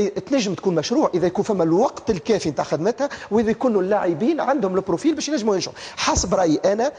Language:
Tunisian Arabic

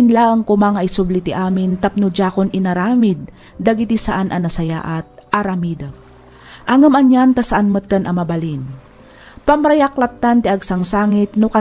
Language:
Iloko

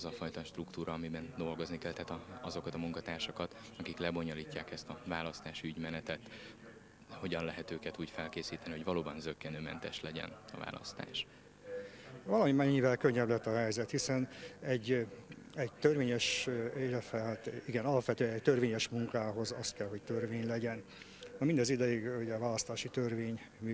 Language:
Hungarian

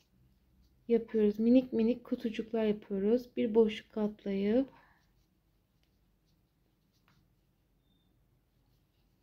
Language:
Turkish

